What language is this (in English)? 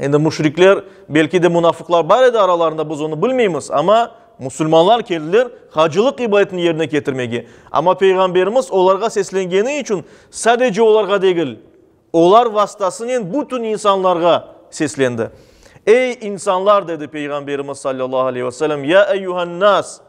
Crimean Tatar